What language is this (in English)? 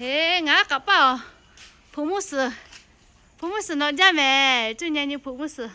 Lahu